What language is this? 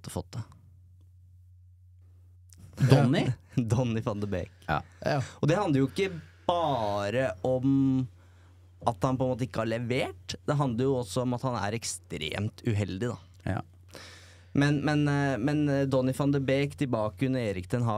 Norwegian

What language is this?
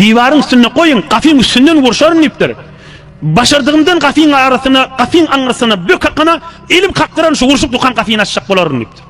Turkmen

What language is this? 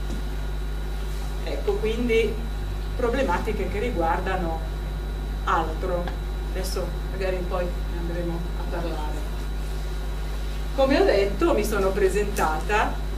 Italian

